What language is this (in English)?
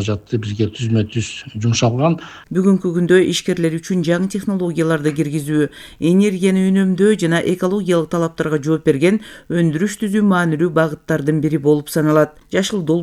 Kyrgyz